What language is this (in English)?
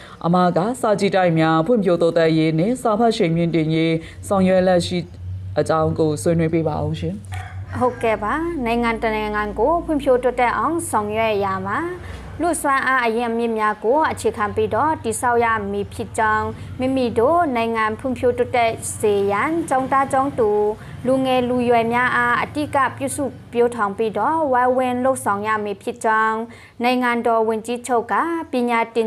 Burmese